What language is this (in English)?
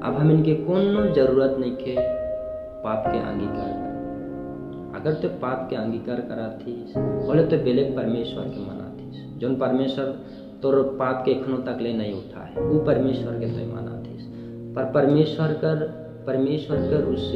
Sadri